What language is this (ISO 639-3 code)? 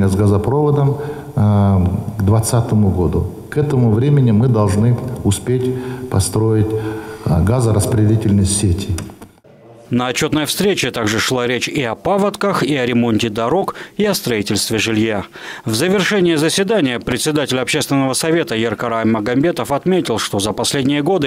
rus